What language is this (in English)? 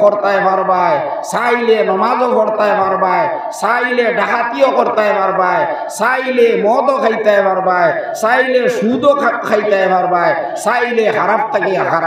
Sylheti